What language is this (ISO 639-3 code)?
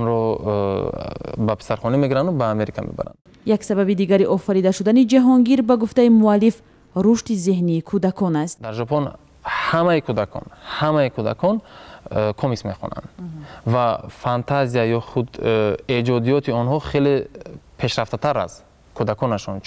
tgk